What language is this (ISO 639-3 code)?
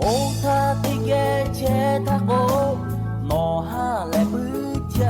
lhu